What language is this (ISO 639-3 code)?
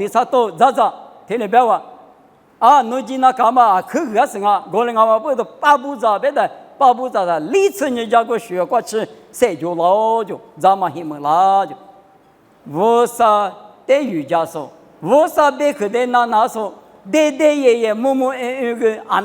lis